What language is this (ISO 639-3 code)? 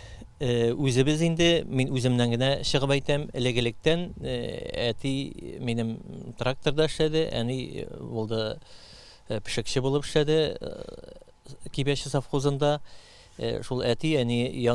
tat